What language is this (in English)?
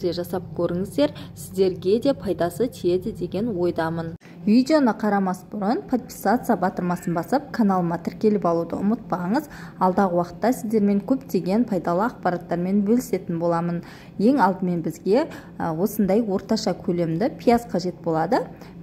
Kazakh